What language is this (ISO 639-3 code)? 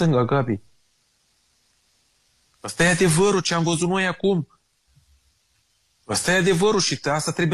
ron